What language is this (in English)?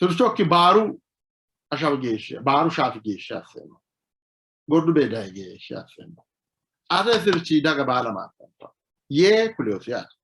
Sidamo